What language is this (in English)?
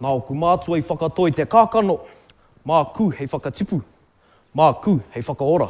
Māori